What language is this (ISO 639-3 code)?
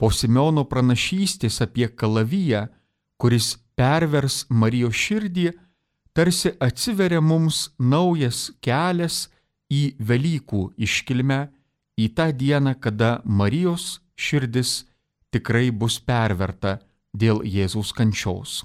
lit